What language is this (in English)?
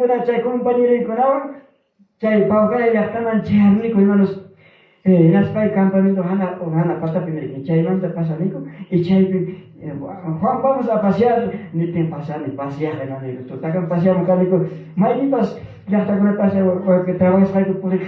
Ayacucho Quechua